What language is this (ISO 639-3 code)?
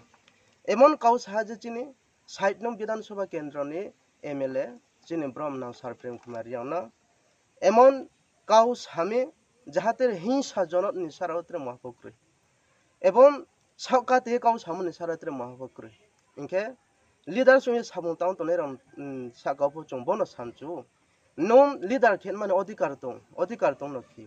ria